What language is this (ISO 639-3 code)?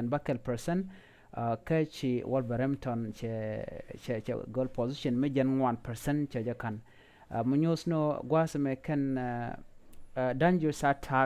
nus